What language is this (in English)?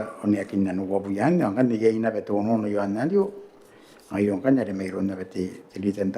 Gilbertese